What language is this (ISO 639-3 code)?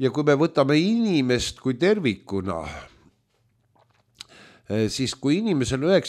est